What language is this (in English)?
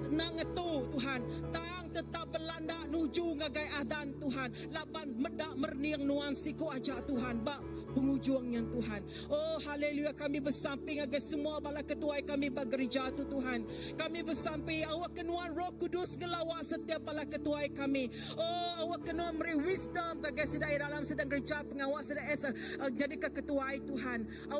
Iban